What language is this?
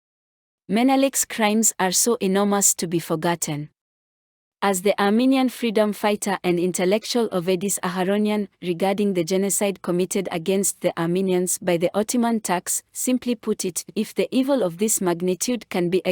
English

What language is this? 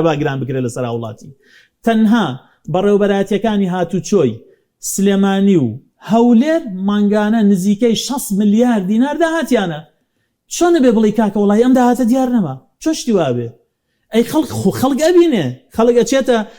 Central Kurdish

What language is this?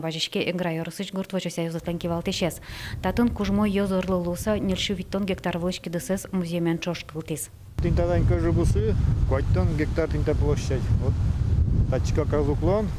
Udmurt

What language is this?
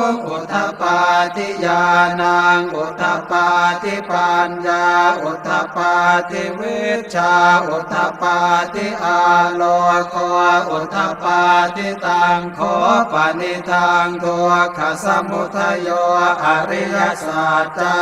Pali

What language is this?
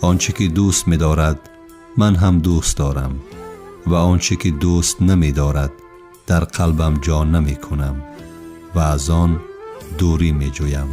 Tajik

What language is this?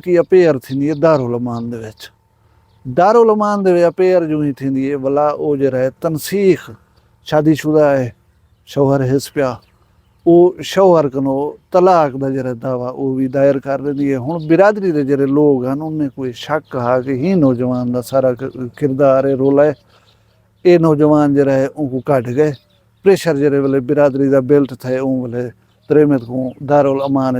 Saraiki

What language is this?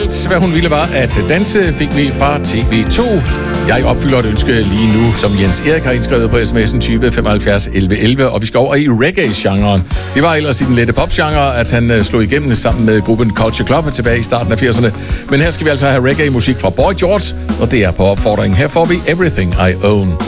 Danish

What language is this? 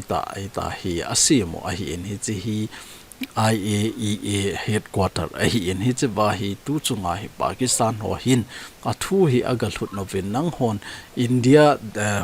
Thado Chin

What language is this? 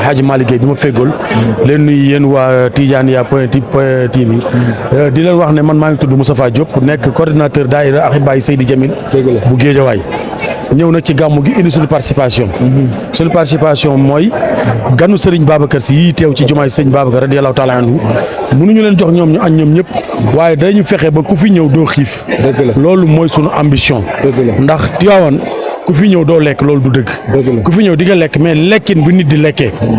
Wolof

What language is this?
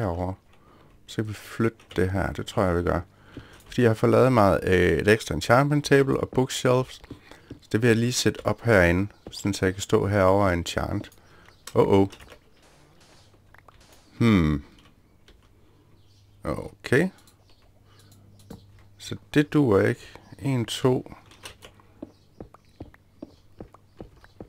Danish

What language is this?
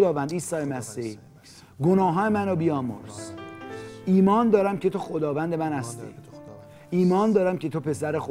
Persian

